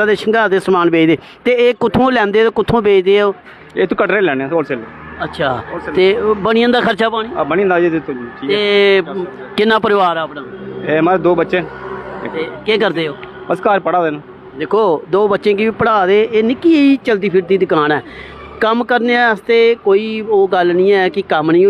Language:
Dogri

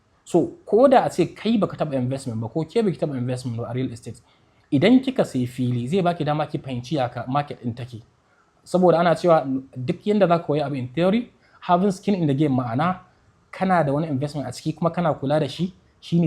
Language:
Hausa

